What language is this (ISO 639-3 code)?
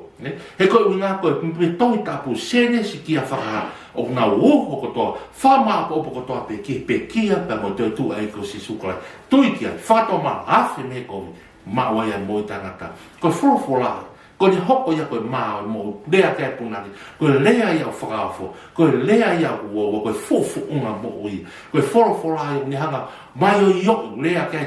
ton